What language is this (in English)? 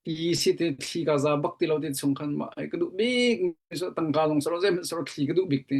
Hakha Chin